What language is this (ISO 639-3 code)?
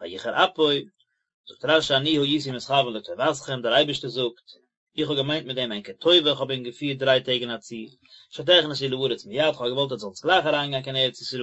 yid